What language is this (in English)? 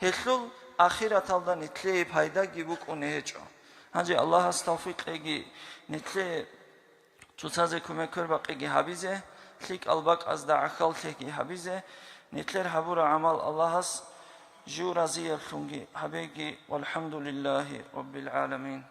Avaric